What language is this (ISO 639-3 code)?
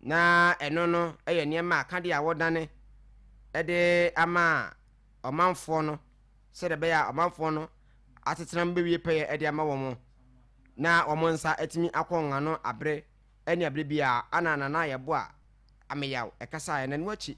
aka